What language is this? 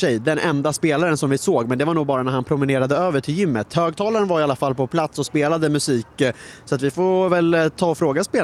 Swedish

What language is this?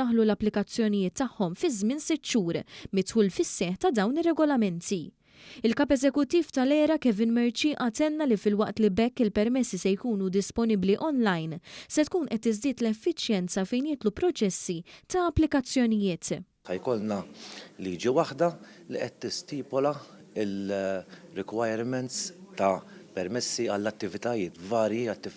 Maltese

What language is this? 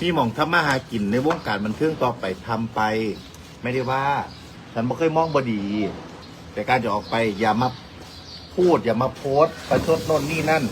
Northeastern Thai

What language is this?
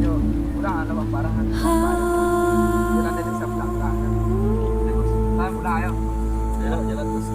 Minangkabau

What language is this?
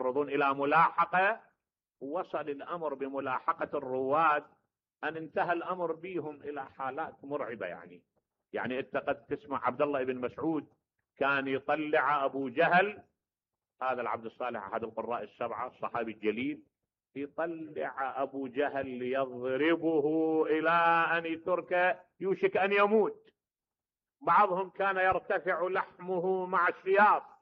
Mesopotamian Arabic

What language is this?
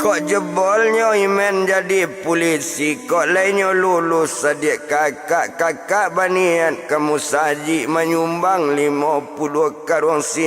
Minangkabau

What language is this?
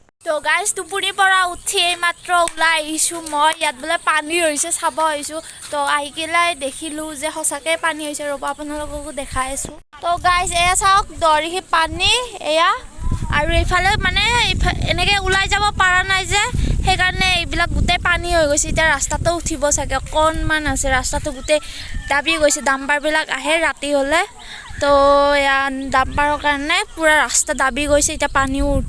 Assamese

